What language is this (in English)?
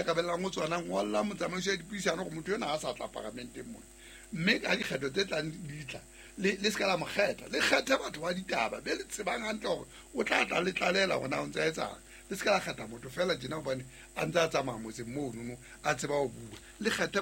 Southern Sotho